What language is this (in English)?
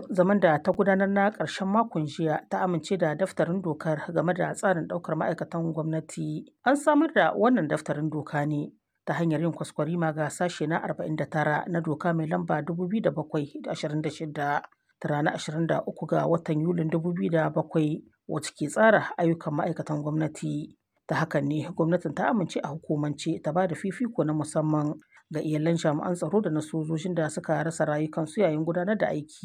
Hausa